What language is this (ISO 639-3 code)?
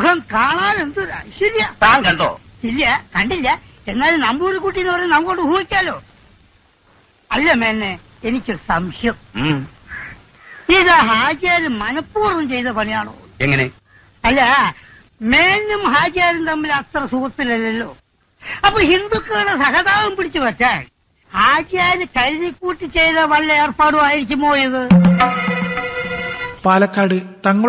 mal